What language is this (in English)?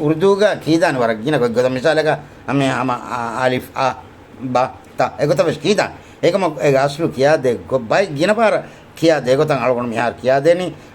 Divehi